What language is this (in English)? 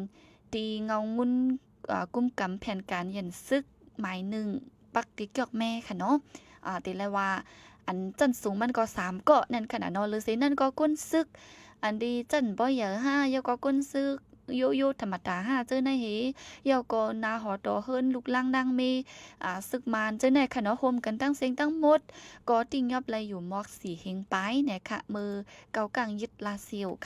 Shan